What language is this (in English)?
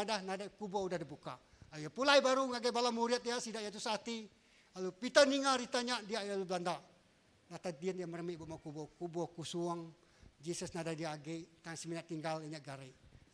Iban